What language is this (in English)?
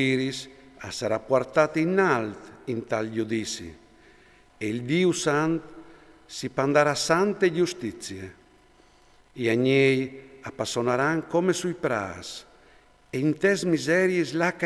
Friulian